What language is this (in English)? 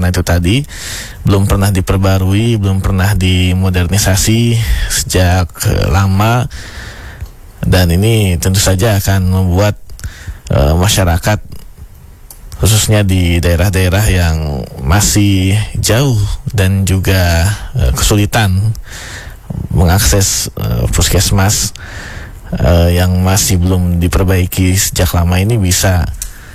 Indonesian